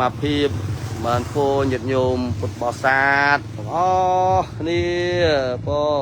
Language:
Khmer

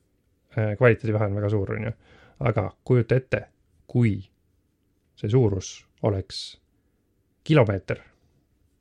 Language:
Estonian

